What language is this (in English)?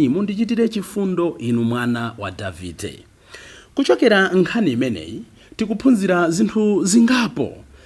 Nyanja